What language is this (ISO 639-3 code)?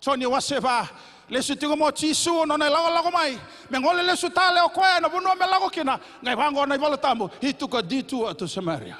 fij